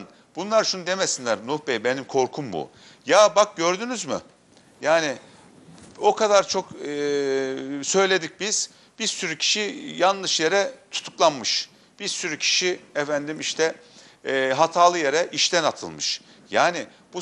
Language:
Turkish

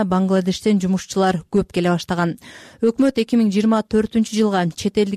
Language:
Kyrgyz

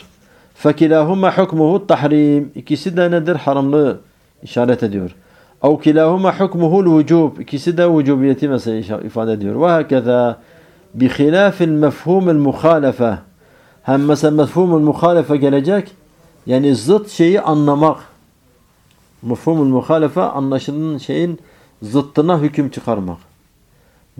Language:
Turkish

